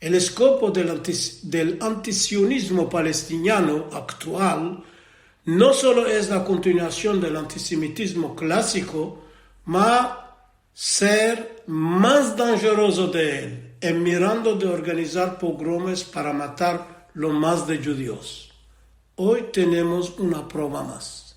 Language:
Ladino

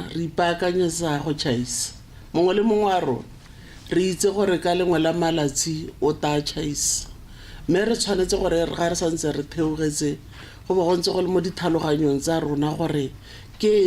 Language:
Tswana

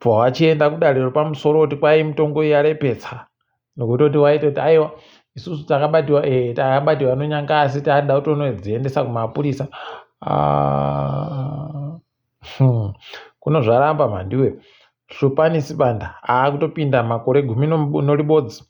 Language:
Ndau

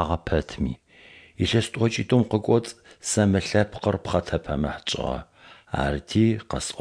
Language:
Adyghe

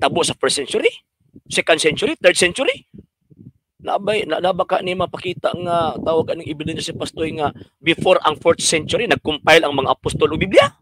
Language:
Cebuano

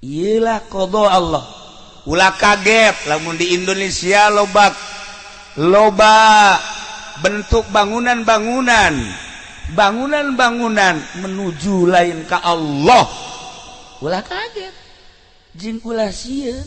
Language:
Sundanese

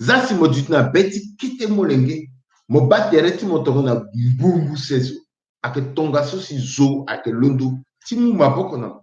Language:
Sango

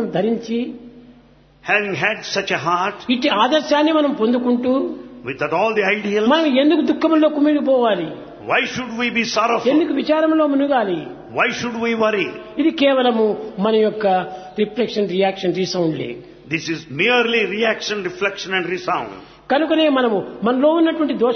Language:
Telugu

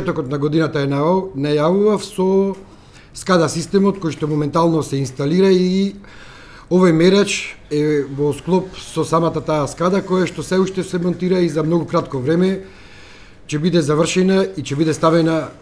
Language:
Macedonian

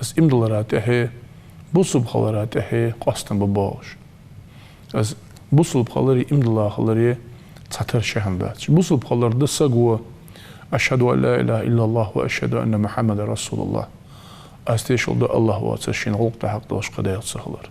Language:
Ingush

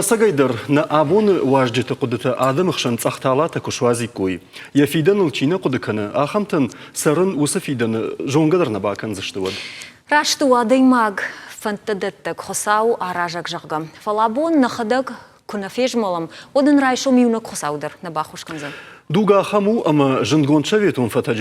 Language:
Ossetic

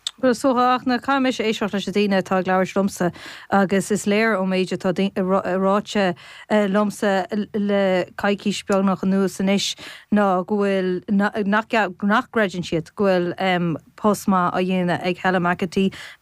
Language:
Irish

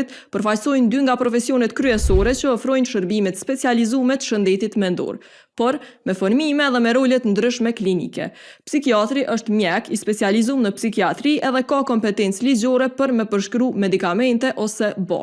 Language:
Albanian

